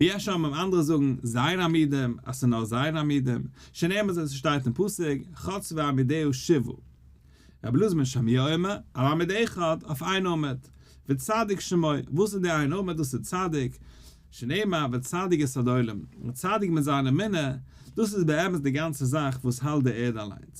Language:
Yiddish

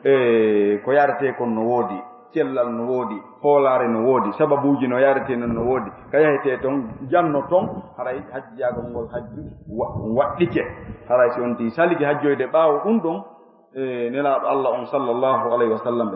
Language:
Fula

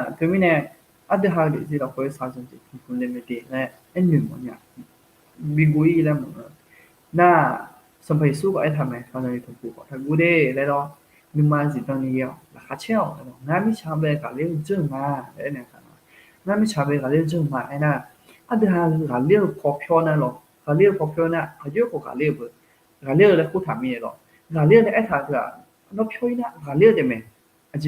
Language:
Akha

